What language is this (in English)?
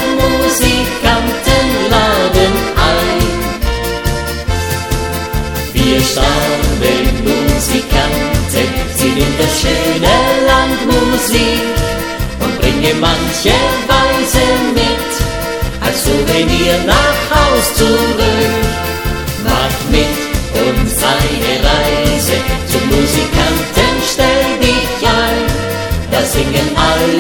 German